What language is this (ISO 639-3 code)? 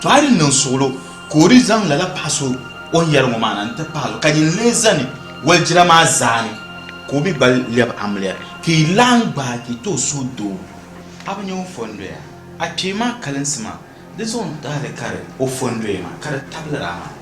dag